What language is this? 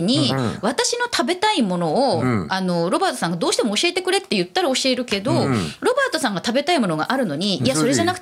Japanese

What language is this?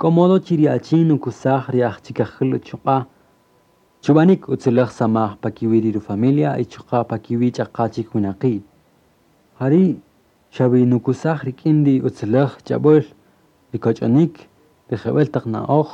Kaqchikel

